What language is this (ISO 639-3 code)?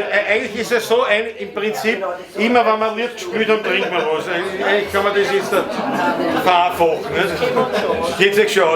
bar